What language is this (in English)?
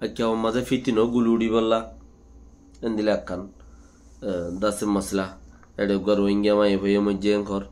Rohingya